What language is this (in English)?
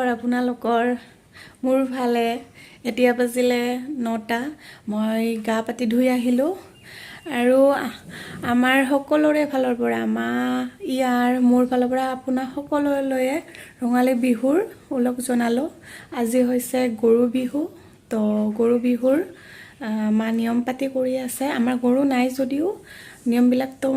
Assamese